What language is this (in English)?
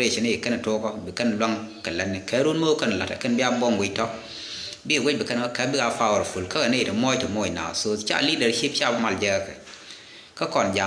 Nuer